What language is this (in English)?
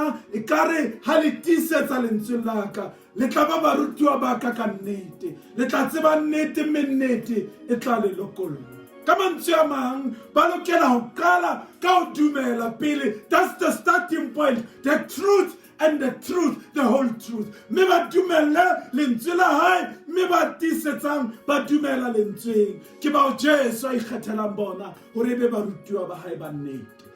Southern Sotho